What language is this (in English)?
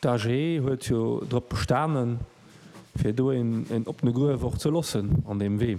Luxembourgish